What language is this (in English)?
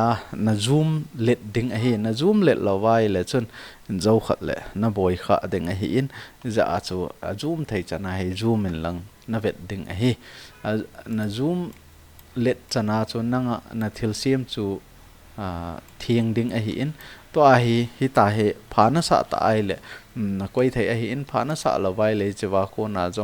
Thado Chin